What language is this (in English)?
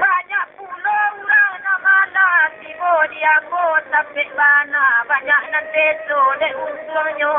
Minangkabau